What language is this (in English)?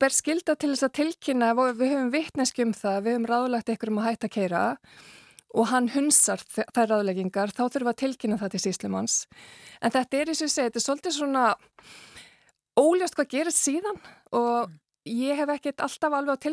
Icelandic